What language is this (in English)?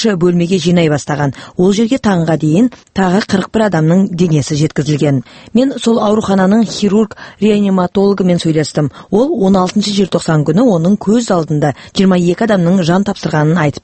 Kazakh